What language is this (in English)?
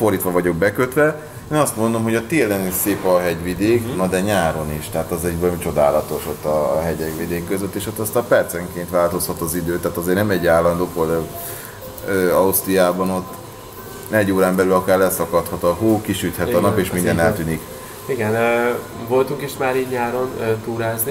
Hungarian